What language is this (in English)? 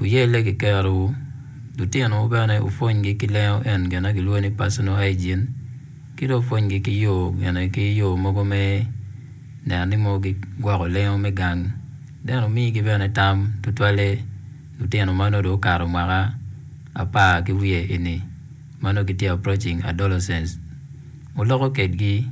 Acoli